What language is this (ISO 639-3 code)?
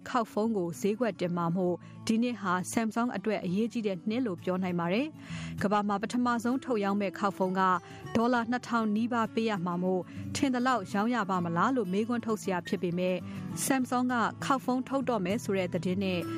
mya